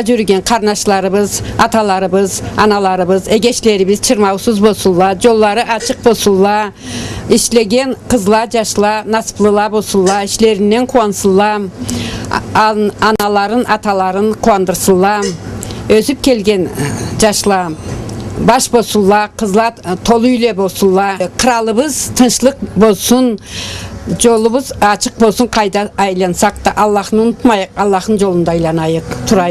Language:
Karachay-Balkar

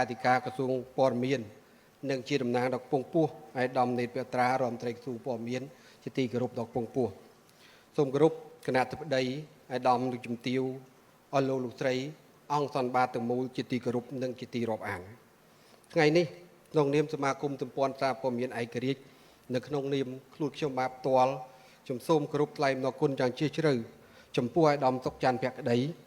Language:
Khmer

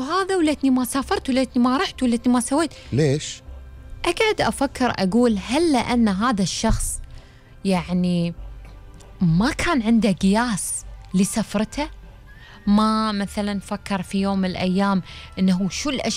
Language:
Gulf Arabic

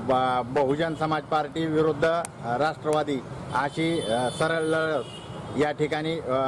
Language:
Marathi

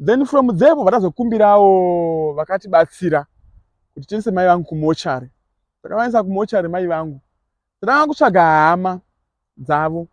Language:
Shona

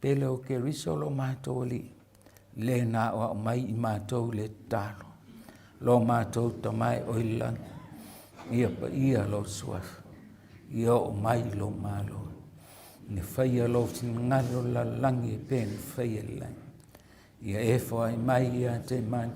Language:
Samoan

